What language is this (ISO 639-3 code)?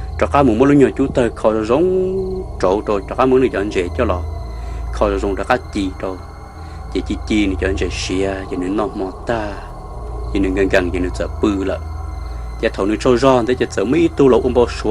hmn